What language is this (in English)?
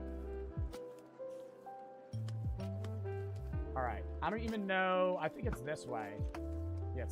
English